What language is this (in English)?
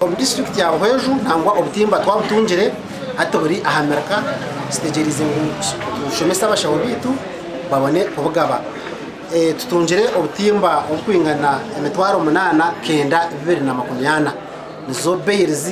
Nyankole